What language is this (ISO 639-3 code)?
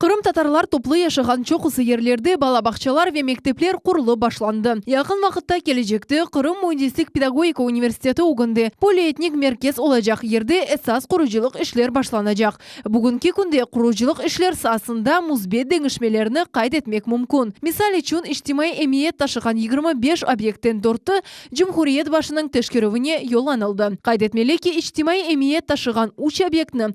crh